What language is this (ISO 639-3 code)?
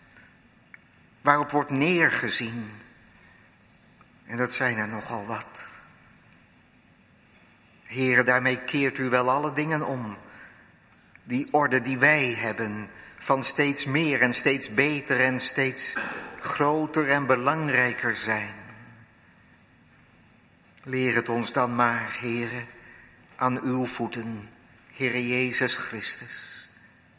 nld